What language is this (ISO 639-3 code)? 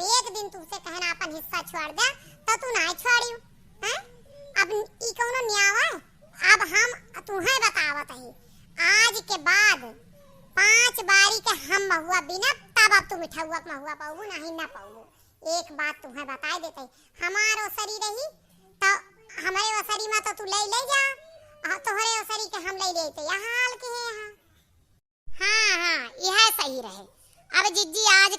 awa